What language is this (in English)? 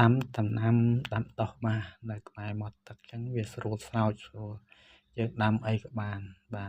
Khmer